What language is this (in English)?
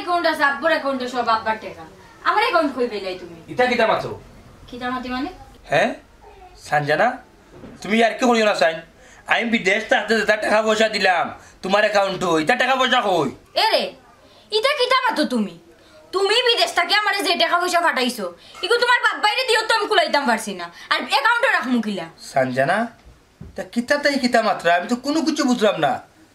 Sylheti